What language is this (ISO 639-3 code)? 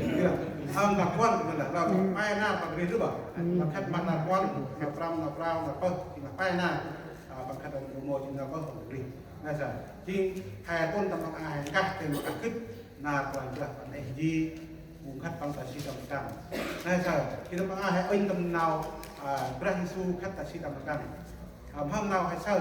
cmo